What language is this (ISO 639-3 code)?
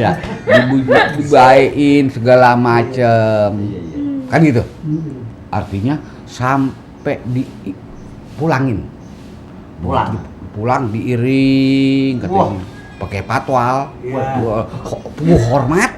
bew